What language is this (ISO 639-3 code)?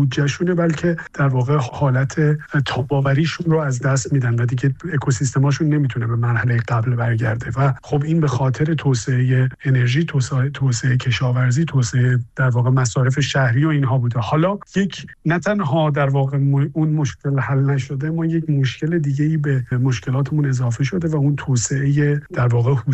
fas